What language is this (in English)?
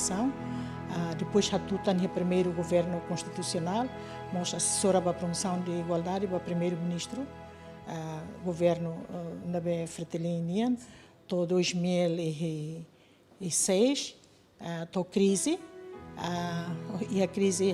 Tetum